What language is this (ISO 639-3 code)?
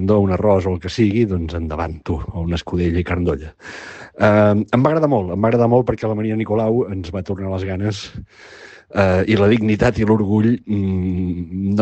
cat